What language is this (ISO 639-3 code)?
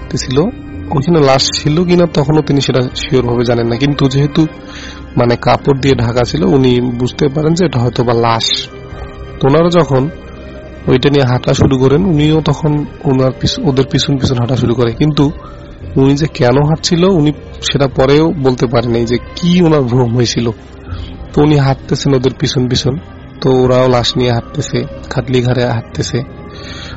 ben